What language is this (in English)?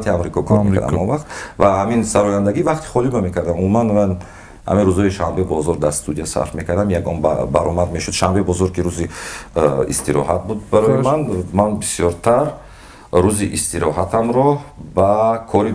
Tajik